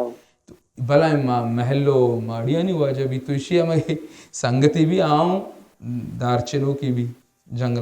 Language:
Baluchi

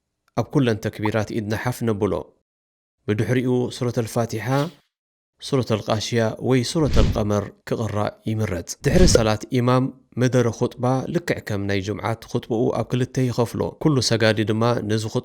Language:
Tigrinya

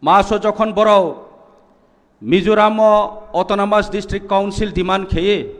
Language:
Kok Borok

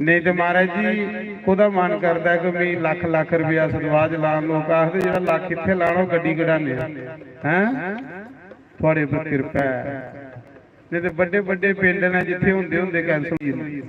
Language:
Dogri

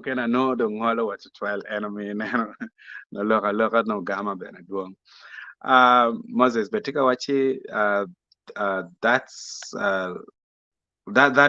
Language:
Acoli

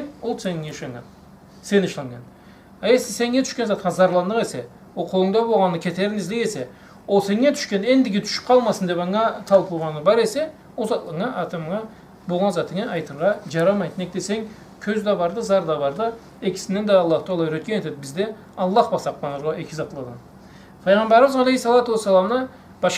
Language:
Karachay-Balkar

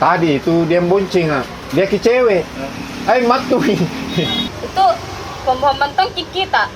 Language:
Makassar Malay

